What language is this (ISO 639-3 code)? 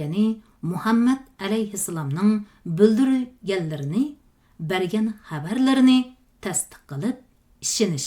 uig